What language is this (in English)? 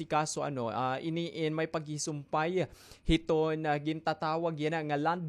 Waray